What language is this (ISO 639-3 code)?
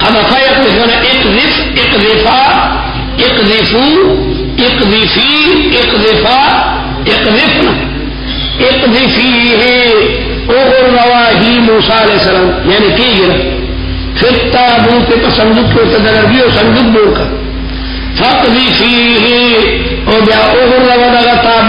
urd